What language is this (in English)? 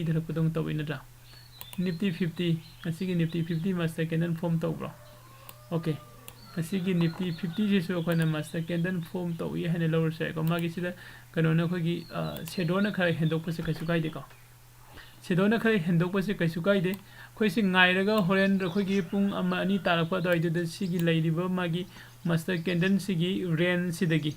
Manipuri